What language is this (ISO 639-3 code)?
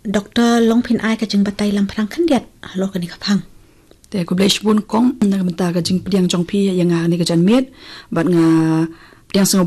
kha